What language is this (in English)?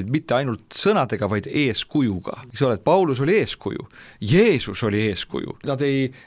Estonian